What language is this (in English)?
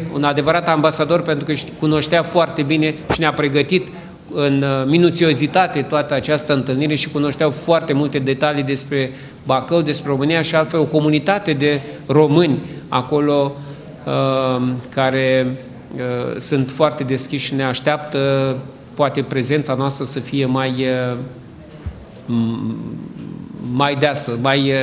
Romanian